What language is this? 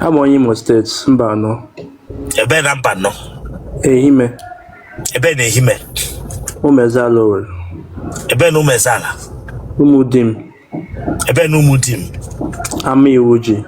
Igbo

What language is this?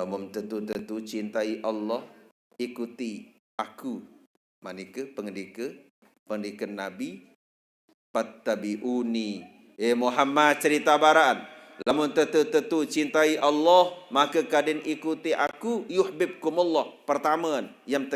Sasak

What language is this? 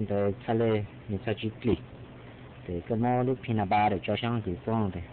Hmong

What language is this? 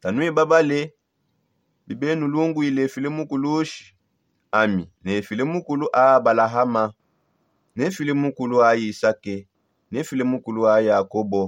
Songe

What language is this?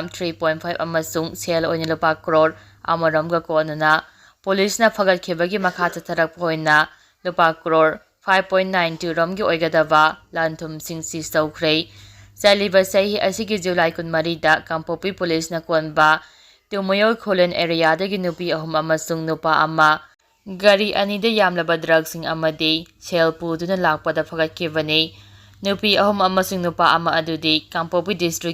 Manipuri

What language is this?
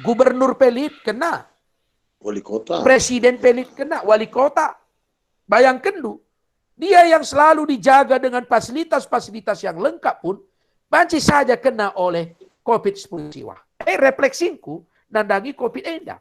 Batak Karo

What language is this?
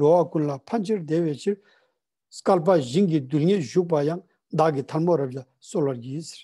Ladakhi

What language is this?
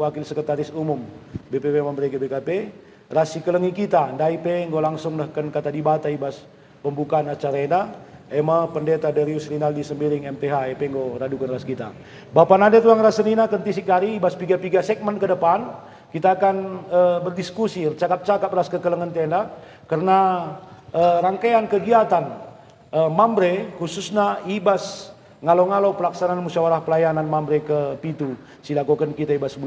Batak Karo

